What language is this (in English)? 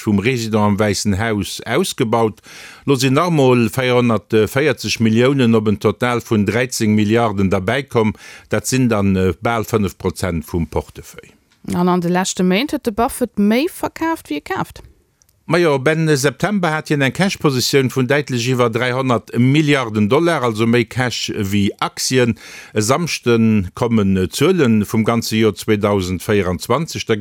Luxembourgish